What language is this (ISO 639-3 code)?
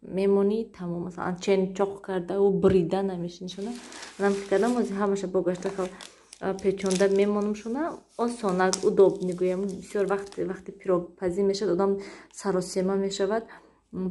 tgk